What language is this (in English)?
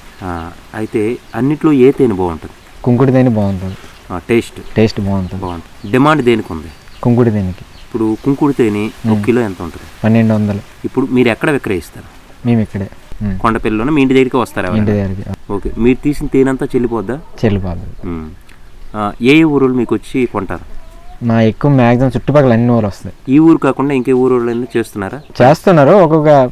Telugu